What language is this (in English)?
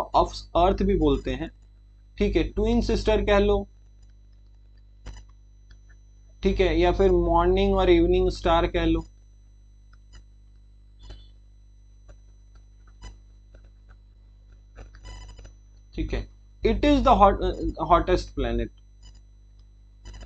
Hindi